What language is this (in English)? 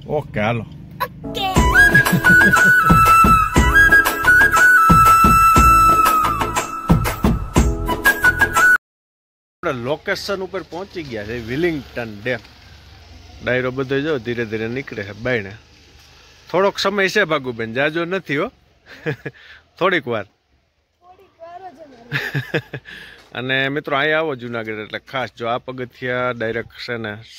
Gujarati